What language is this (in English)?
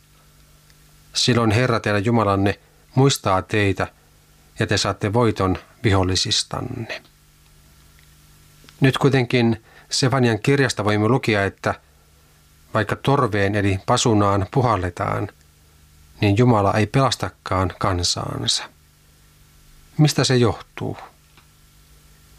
Finnish